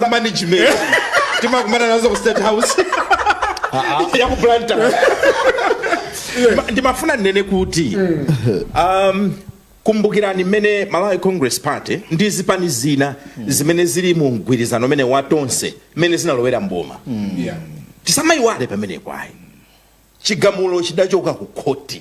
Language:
Nyanja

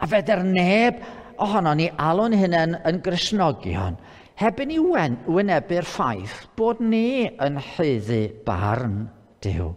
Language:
Welsh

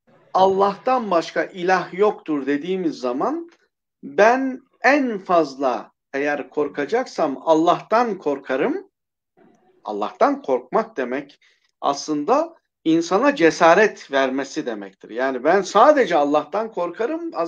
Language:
Turkish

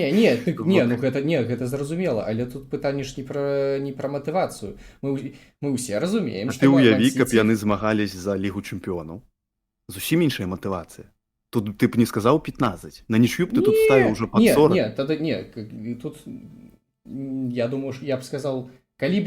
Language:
Belarusian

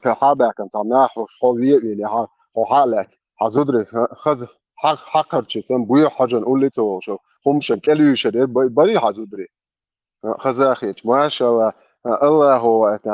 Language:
Chechen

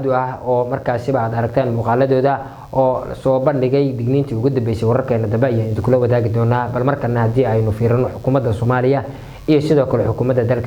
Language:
Somali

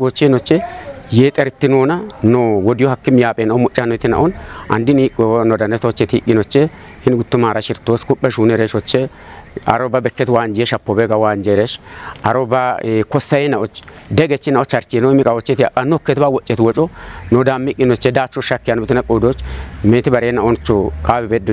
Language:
Kafa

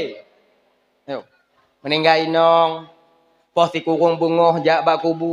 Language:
Achinese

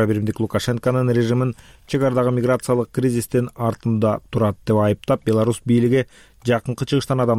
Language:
Kyrgyz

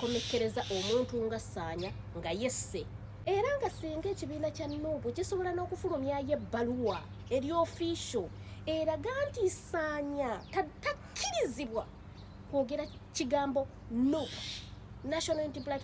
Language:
Ganda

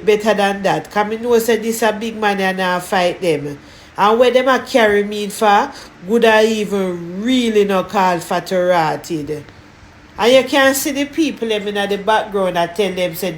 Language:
Jamaican Creole English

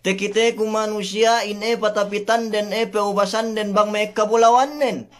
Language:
Yakan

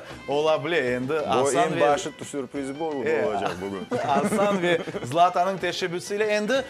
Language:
Crimean Tatar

